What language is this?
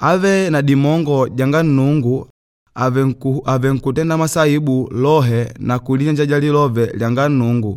Makonde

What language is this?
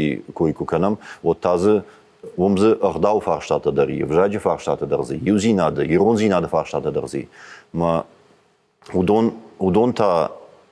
Ossetic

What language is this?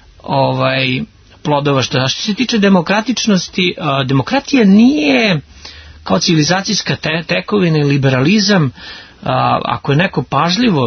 Serbian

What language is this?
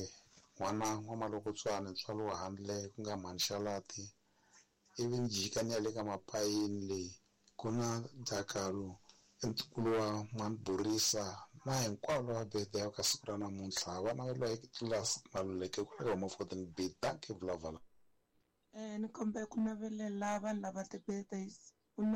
Tsonga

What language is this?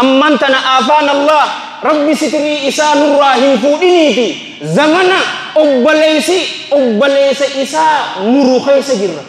Oromo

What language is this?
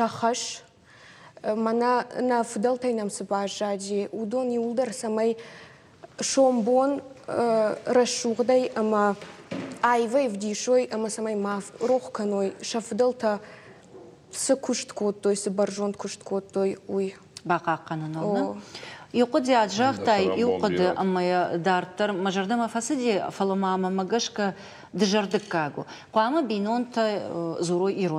Ossetic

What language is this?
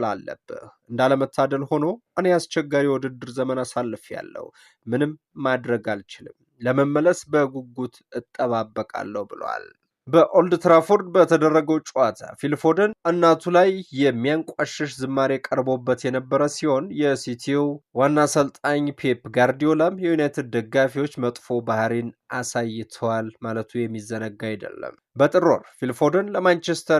Amharic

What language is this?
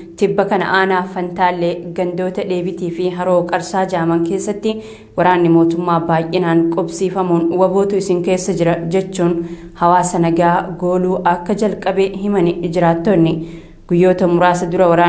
Oromo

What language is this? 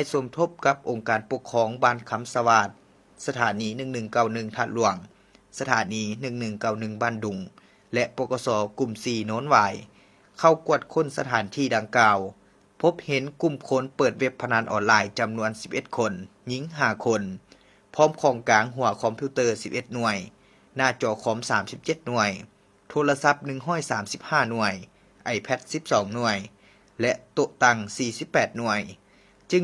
Lao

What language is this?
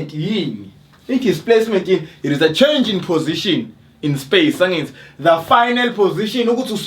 Zulu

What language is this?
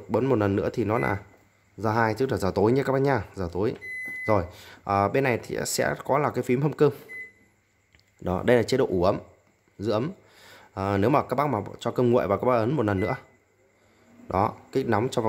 Vietnamese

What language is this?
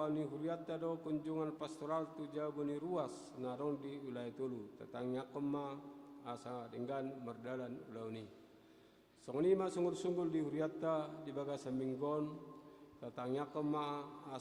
Batak Toba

